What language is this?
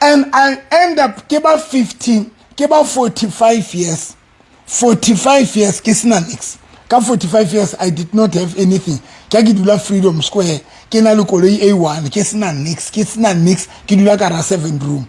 Southern Sotho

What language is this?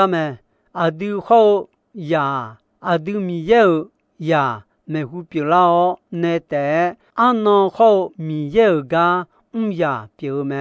Akha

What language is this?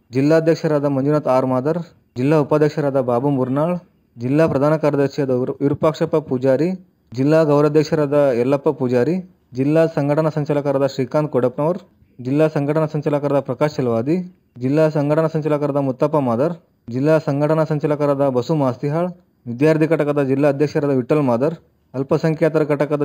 Kannada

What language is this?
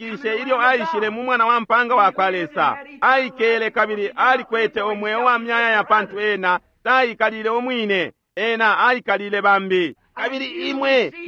Bemba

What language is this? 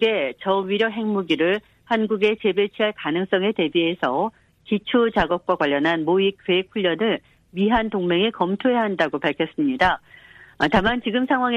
Korean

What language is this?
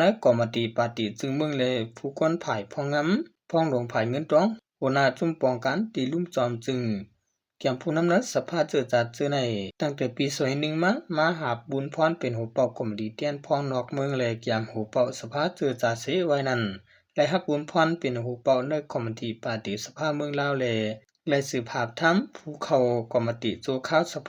Shan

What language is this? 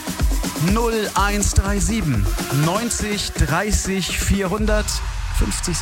German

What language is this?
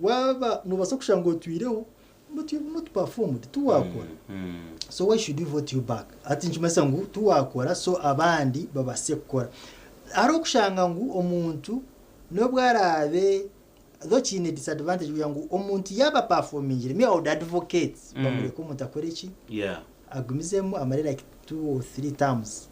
Nyankole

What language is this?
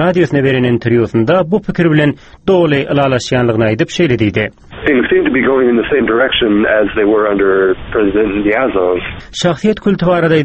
Turkmen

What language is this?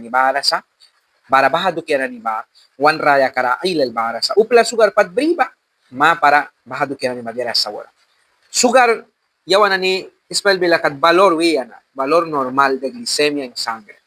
Mískito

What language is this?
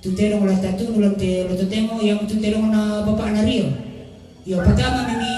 Toraja-Sa'dan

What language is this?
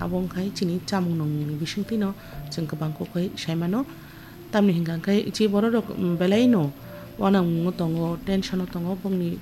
Kok Borok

